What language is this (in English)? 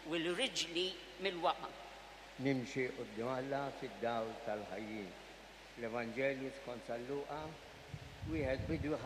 Maltese